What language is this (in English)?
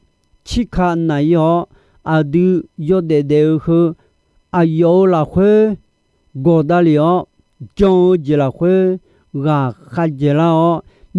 Akha